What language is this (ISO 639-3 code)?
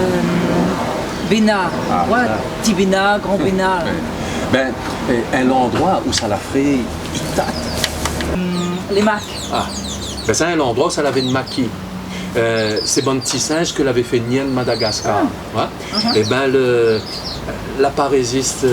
rcf